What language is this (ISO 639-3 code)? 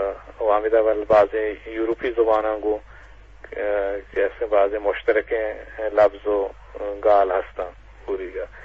bgp